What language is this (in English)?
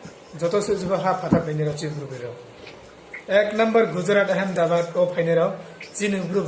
Riang (India)